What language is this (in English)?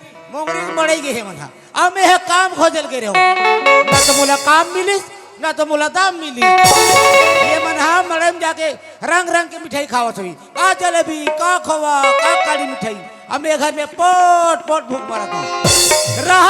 Chhattisgarhi